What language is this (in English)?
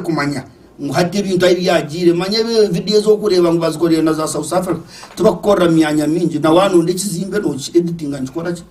Nyankole